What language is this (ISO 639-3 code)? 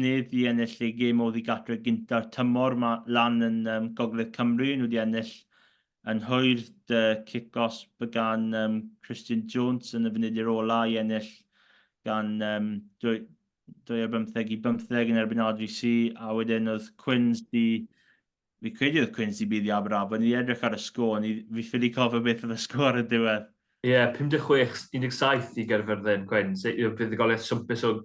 cym